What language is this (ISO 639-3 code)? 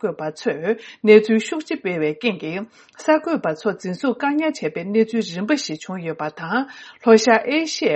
bod